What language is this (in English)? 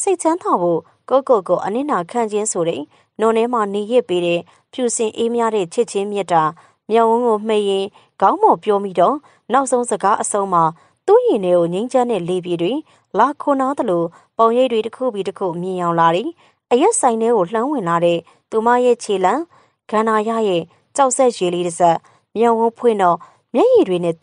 Burmese